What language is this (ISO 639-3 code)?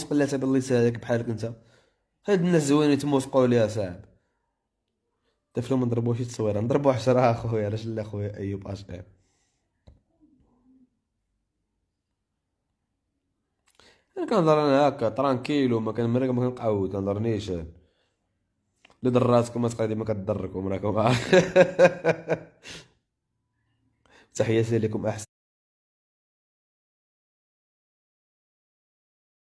ary